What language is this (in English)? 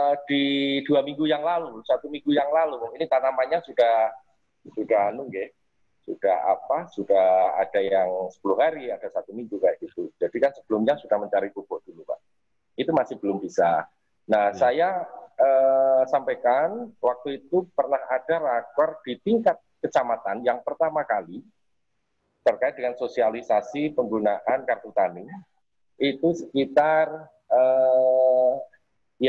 Indonesian